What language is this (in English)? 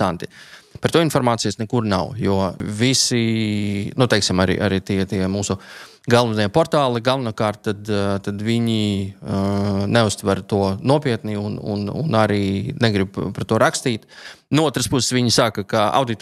Latvian